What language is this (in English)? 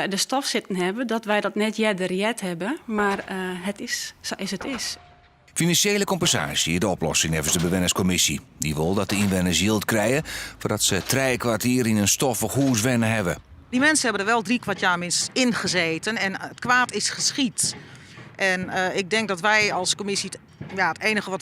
Western Frisian